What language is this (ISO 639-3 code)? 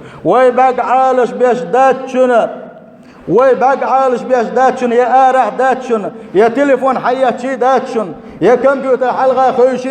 che